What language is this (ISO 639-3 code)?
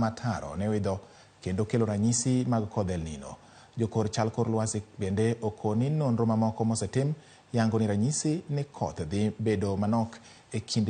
luo